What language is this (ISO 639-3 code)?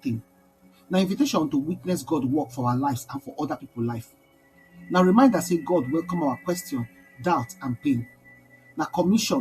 pcm